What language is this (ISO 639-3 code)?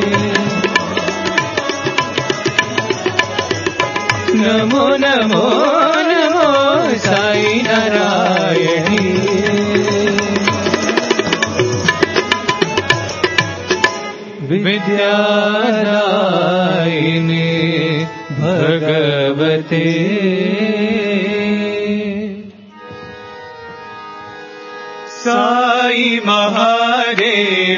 tel